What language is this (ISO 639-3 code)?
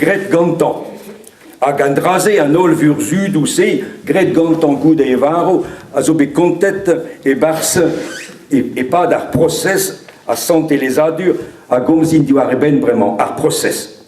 bre